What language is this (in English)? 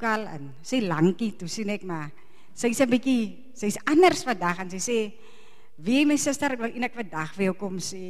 Afrikaans